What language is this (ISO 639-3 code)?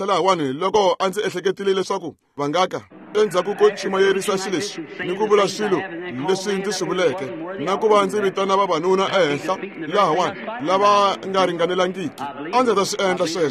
tso